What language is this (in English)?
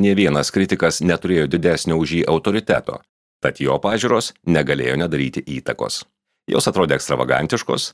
Lithuanian